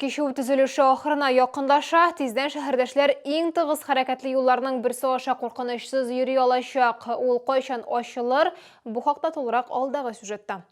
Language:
Tatar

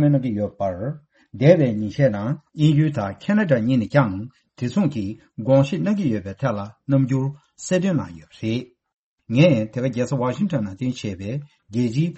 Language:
Tibetan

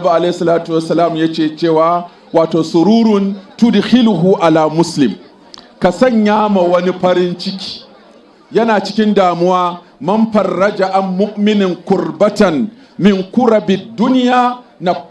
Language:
Hausa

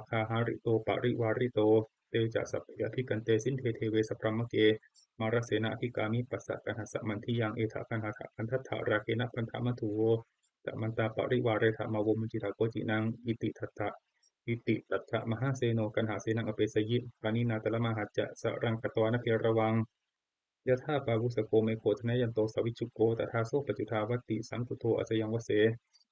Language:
Pali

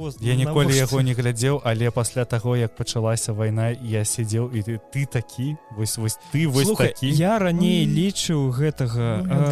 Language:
Belarusian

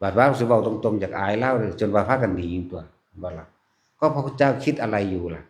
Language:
Northeastern Thai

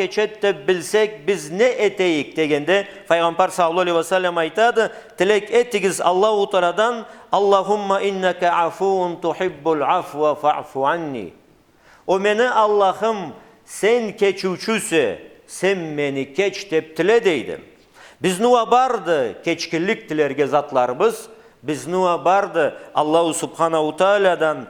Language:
Karachay-Balkar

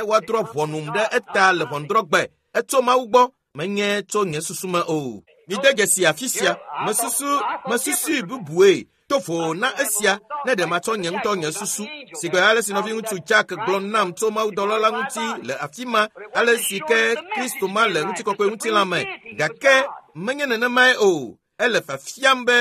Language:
Ewe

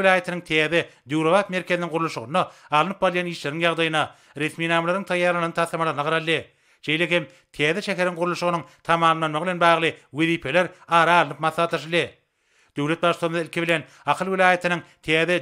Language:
Turkmen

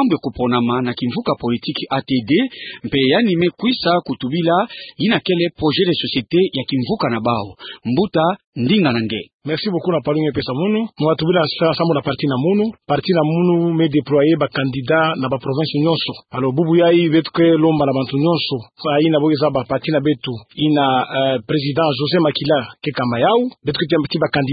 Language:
Kituba (Democratic Republic of Congo)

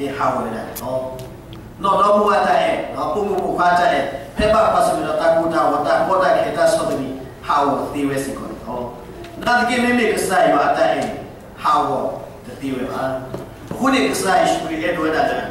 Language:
S'gaw Karen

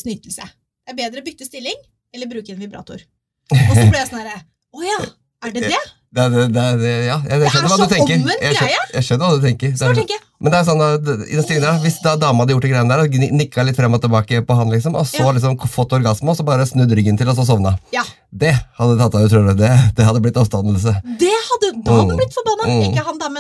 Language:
Norwegian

